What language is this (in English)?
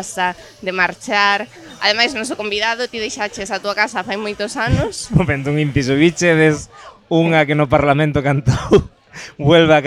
Galician